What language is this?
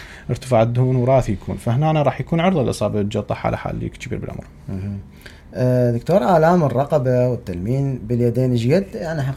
Mesopotamian Arabic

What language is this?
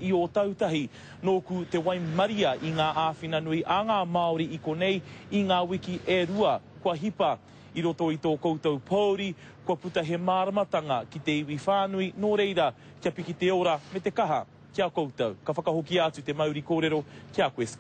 Māori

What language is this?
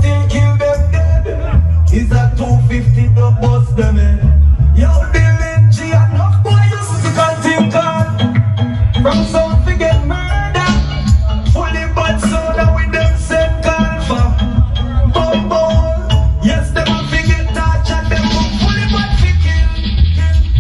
Jamaican Creole English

